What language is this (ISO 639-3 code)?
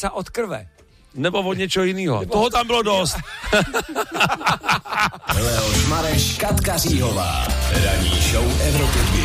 ces